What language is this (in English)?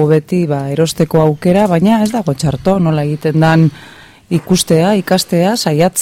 Basque